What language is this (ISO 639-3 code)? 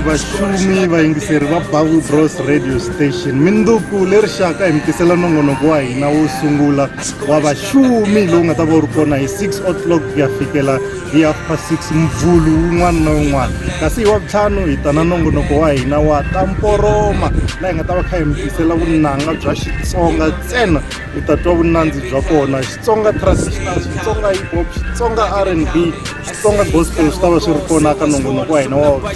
tso